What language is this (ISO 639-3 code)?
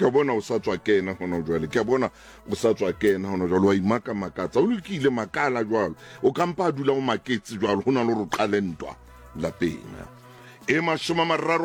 sot